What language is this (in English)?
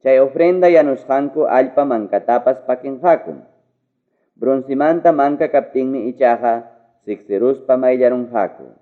Ayacucho Quechua